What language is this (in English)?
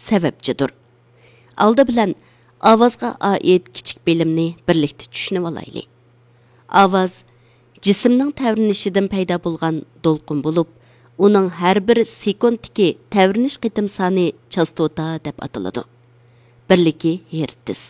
Uyghur